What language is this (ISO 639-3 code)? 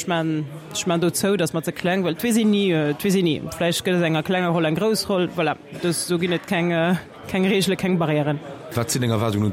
ltz